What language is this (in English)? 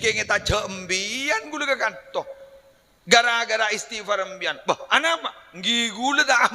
Madurese